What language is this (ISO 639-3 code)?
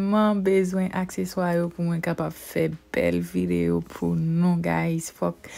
hat